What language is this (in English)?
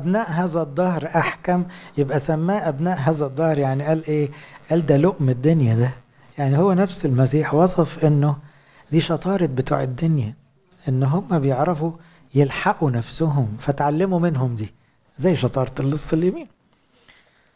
Egyptian Arabic